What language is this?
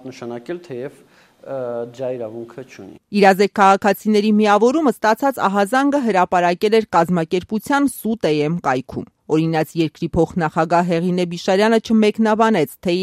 Armenian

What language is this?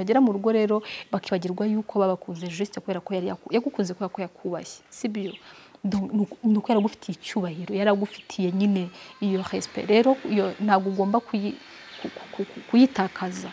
Kinyarwanda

